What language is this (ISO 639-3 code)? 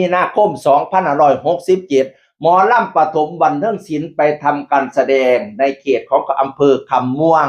tts